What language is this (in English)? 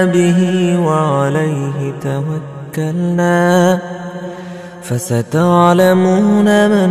Arabic